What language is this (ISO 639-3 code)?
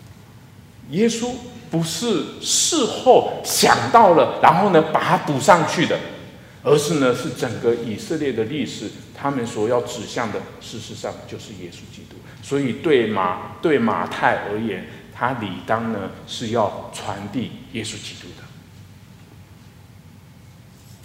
zho